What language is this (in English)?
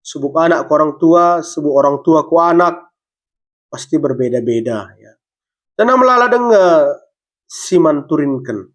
Batak Karo